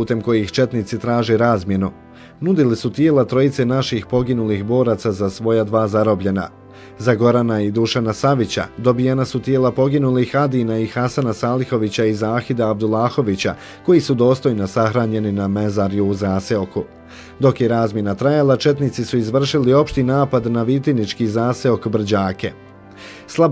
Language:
Bosnian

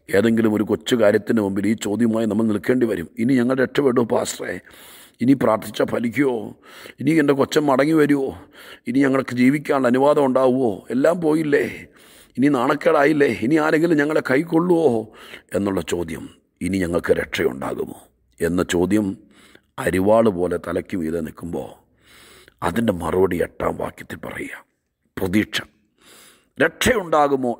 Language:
Malayalam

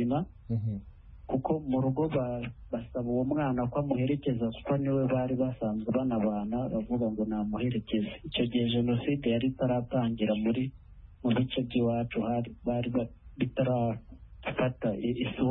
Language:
Kinyarwanda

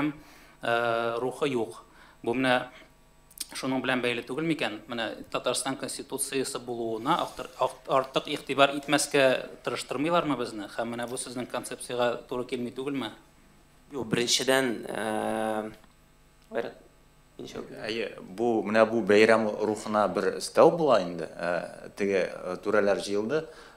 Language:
Tatar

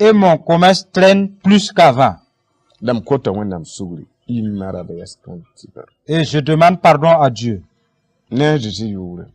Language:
Mossi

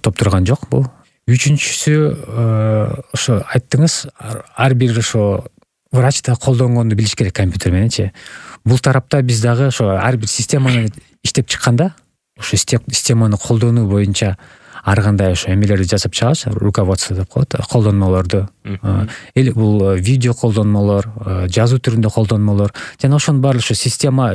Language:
Kyrgyz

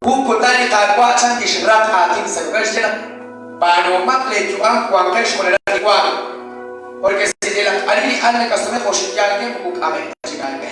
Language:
Kekchí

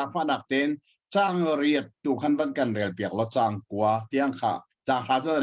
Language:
Hakha Chin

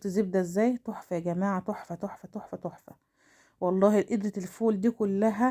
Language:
Egyptian Arabic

